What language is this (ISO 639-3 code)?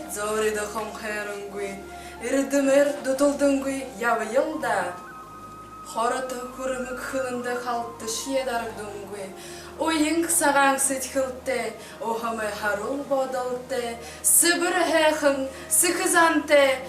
bua